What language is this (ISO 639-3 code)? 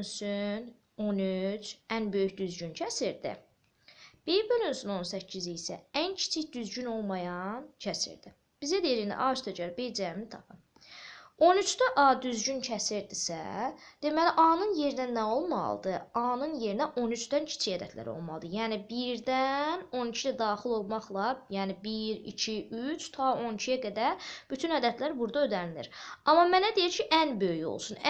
aze